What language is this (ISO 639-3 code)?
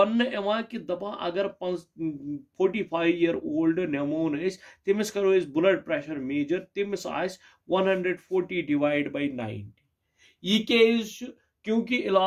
kas